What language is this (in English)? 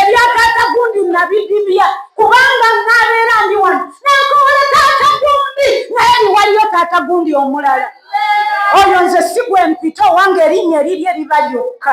Ganda